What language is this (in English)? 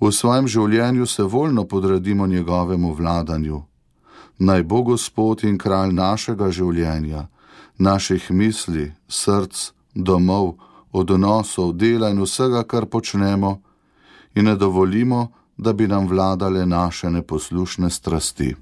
Slovenian